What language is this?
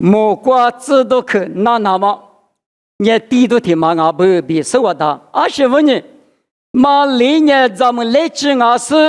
Lisu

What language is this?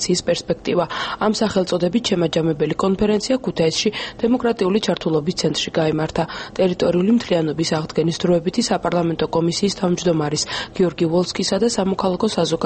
Georgian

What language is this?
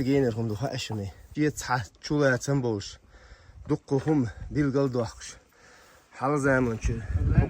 Chechen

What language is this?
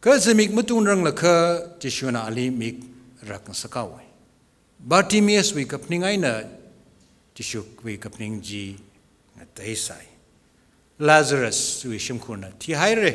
Tangkhul Naga (India)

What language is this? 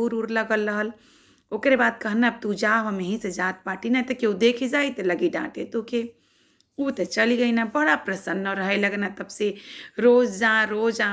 Bhojpuri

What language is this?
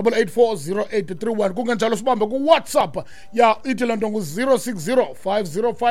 Xhosa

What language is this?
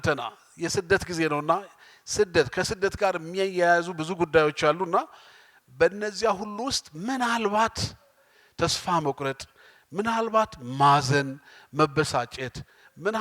Amharic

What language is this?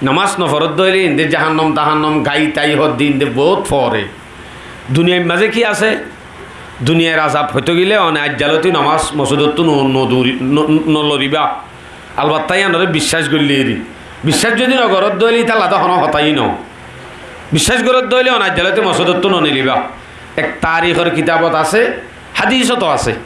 Rohingya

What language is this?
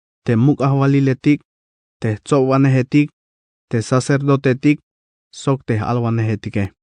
Tzeltal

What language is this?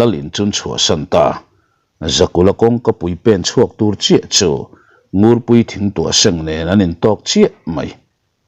Mizo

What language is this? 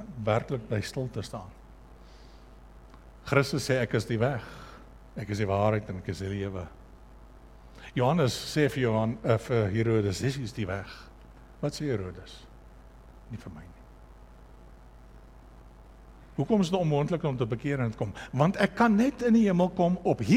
Afrikaans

